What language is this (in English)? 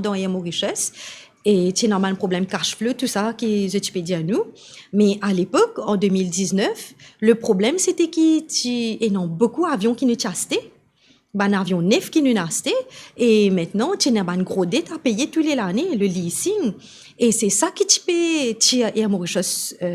Morisyen